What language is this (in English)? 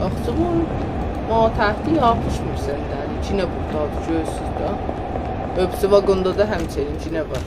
South Azerbaijani